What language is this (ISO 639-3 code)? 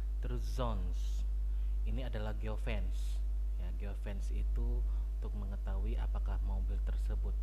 ind